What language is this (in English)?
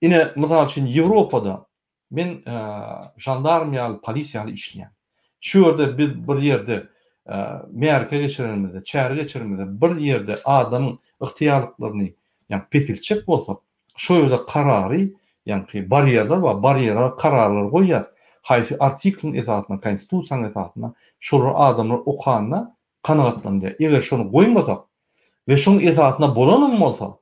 Turkmen